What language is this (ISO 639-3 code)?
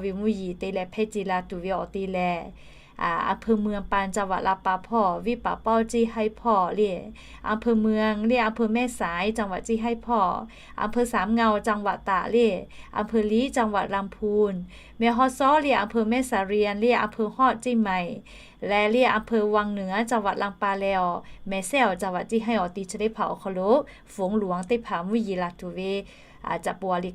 lhu